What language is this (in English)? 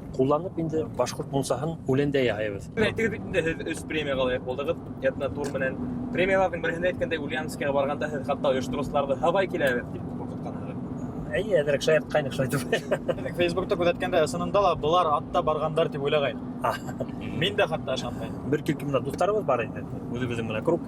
Bashkir